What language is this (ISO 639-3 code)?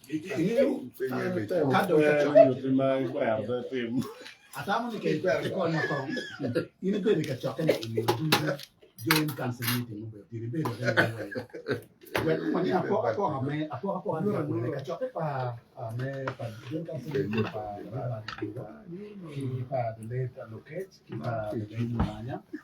ach